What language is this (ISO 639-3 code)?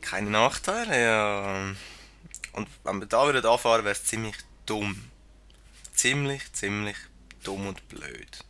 gsw